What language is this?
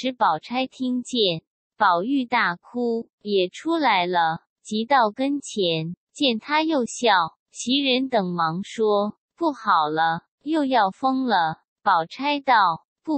Chinese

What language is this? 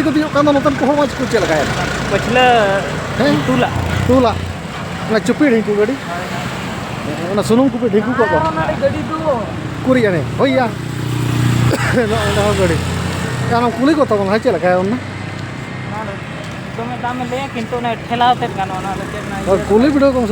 Santali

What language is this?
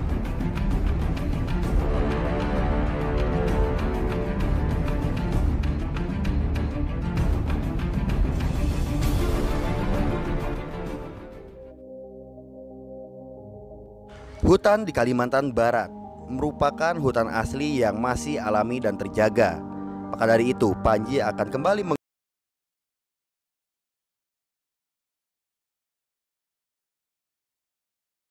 Indonesian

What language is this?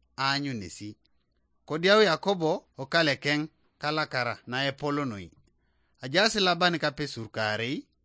Teso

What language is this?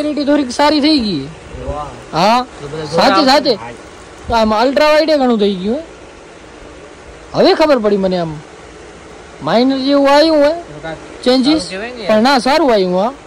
Gujarati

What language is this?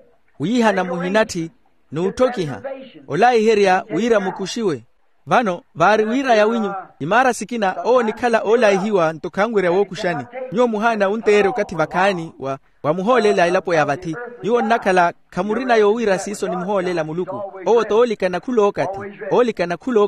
Makhuwa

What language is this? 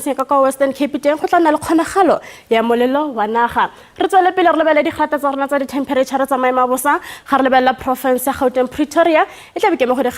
Tswana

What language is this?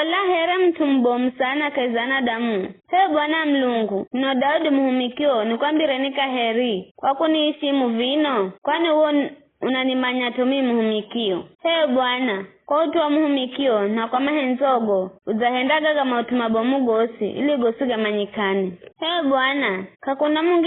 Giryama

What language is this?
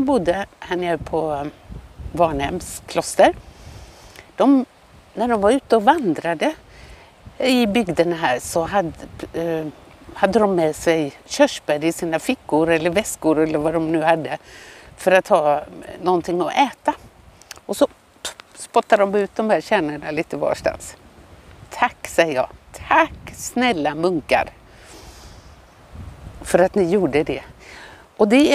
Swedish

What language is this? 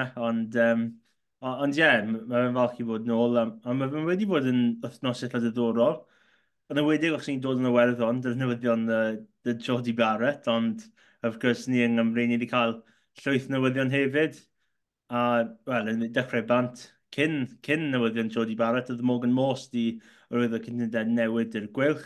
Welsh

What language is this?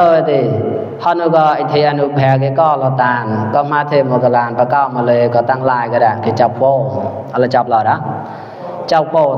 Mon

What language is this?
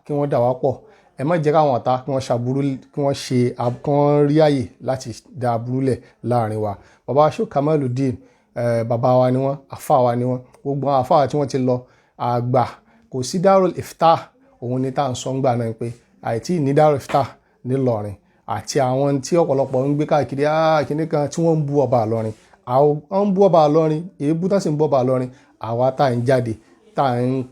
Yoruba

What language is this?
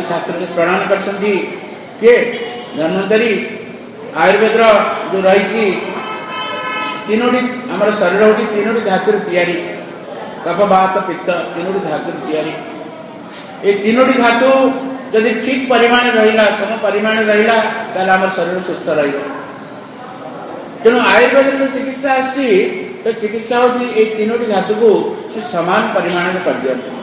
Odia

